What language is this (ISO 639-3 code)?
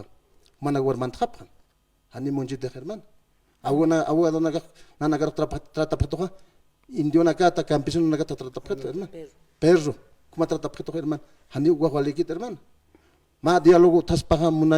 aym